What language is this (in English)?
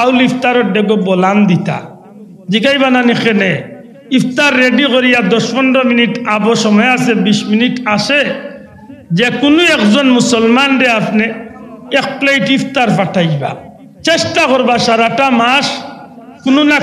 Sylheti